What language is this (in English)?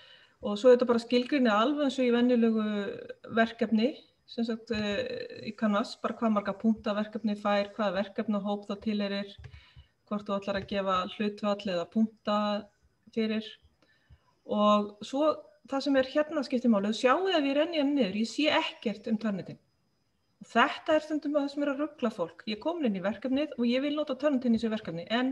Icelandic